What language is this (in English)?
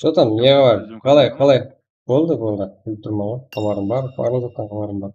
Kara-Kalpak